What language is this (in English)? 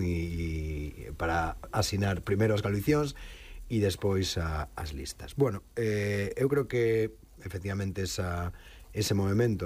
Galician